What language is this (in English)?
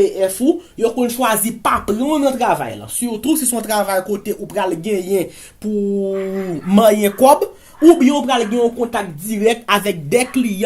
Haitian Creole